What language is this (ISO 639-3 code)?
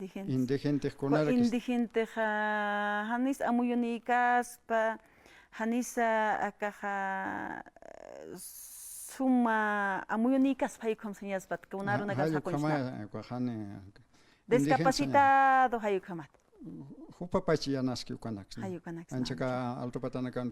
aym